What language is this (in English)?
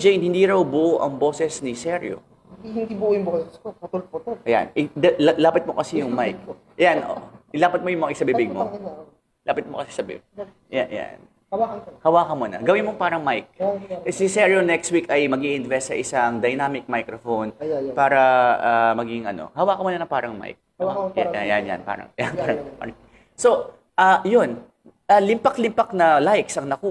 Filipino